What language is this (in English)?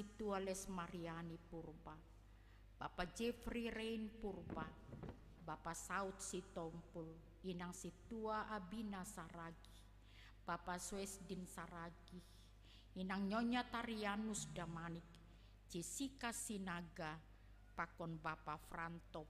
Batak Simalungun